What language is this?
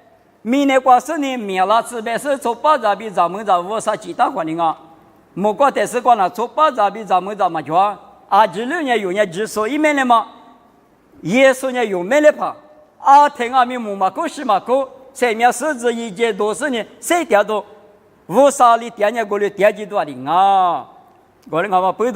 Lisu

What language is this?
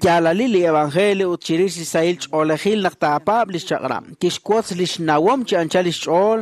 Kekchí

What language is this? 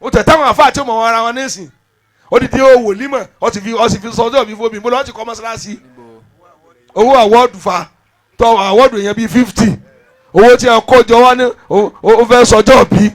Yoruba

